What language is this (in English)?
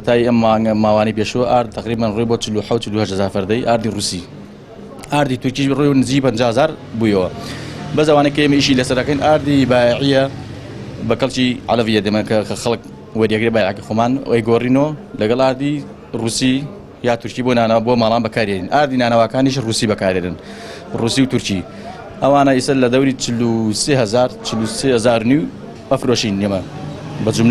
Central Kurdish